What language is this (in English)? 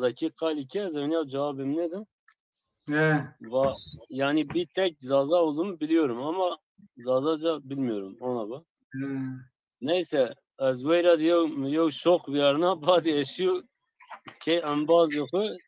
Zaza